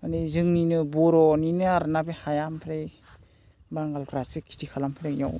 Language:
Bodo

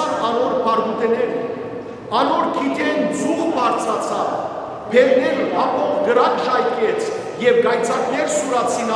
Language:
Western Armenian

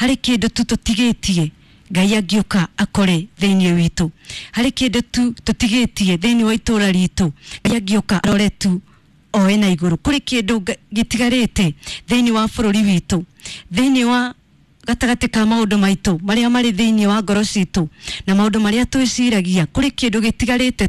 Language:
Kikuyu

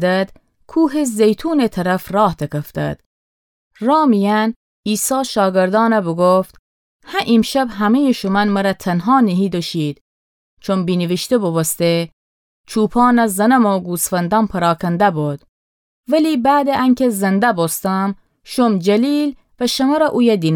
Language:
Gilaki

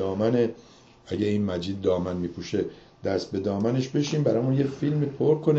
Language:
Persian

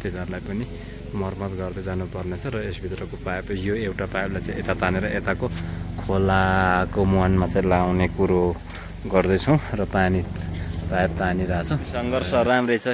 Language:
Nepali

